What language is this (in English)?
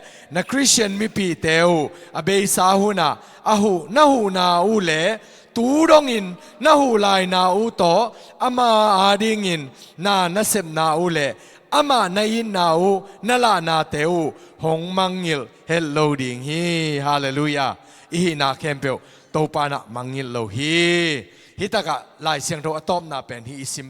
Tedim Chin